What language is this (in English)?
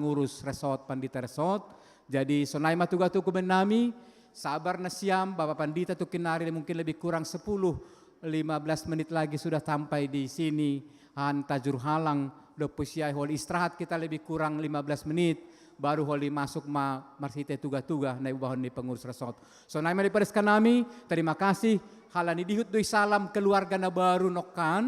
Batak Simalungun